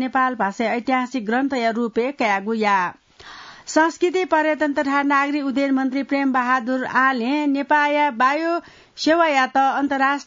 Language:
Newari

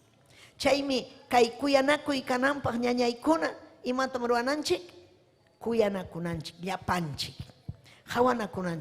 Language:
Ayacucho Quechua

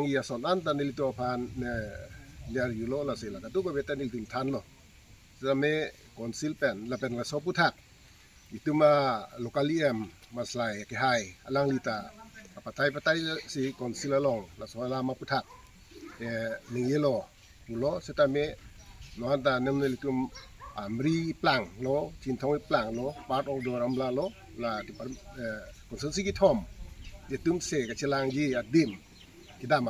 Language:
Karbi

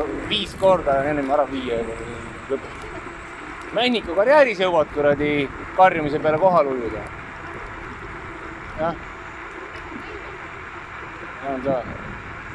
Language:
Estonian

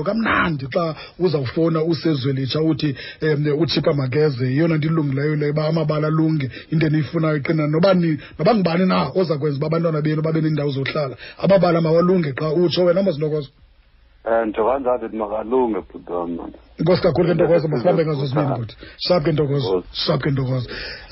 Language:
Xhosa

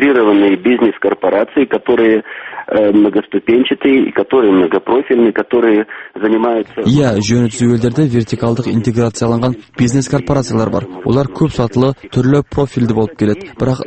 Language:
Kazakh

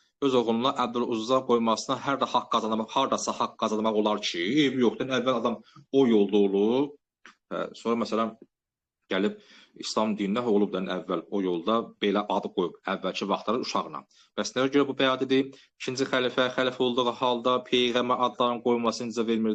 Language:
Azerbaijani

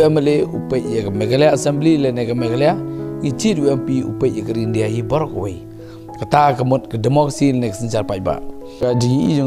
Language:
Khasi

